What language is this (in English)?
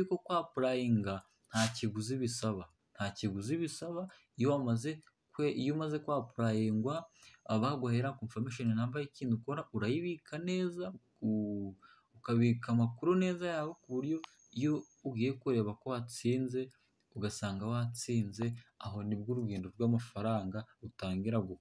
Kinyarwanda